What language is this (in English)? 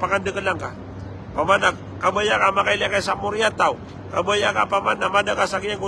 Maranao